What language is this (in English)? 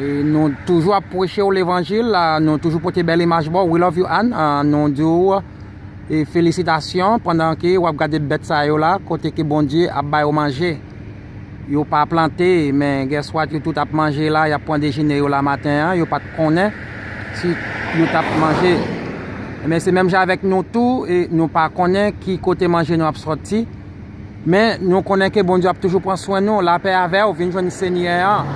Haitian Creole